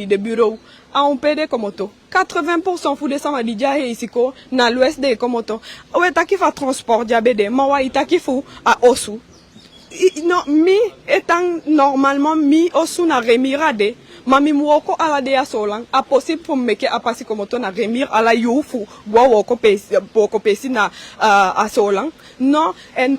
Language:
Eastern Maroon Creole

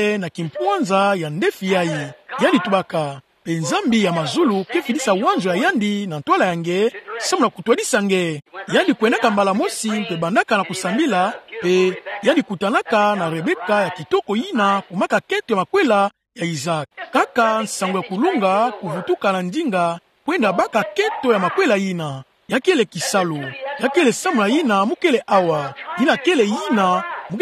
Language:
Kituba (Democratic Republic of Congo)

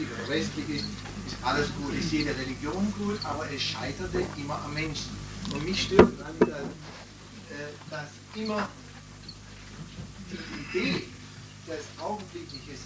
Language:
German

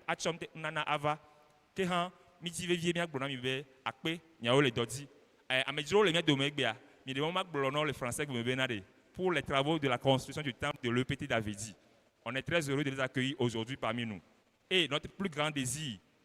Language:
Ewe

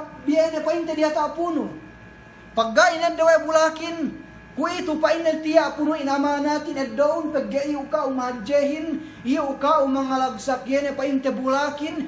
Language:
Yakan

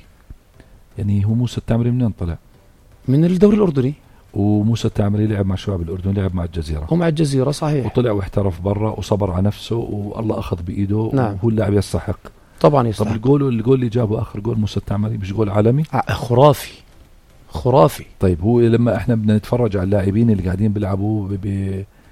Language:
North Levantine Arabic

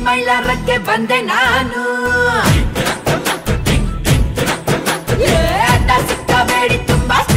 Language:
Kannada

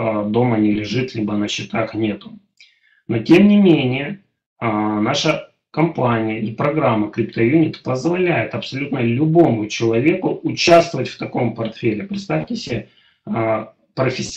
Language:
Russian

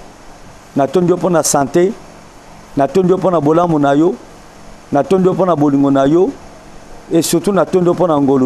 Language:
Lingala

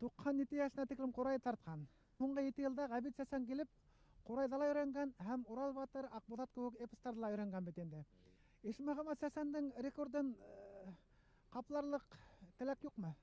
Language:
Bashkir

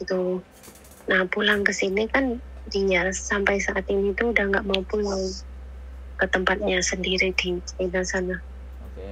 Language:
Musi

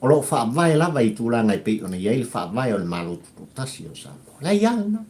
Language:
Samoan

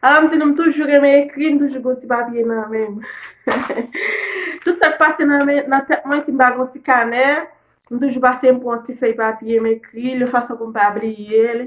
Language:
Haitian Creole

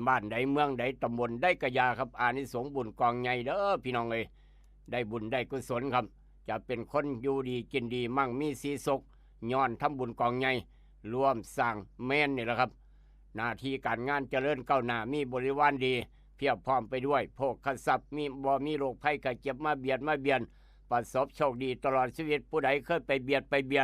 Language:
Northeastern Thai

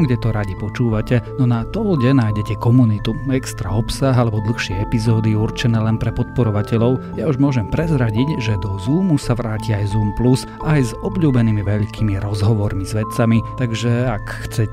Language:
Slovak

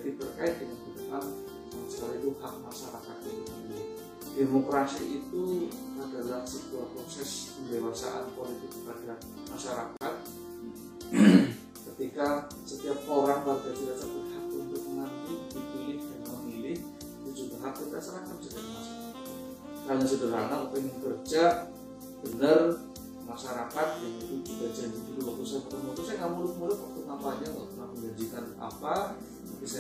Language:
Indonesian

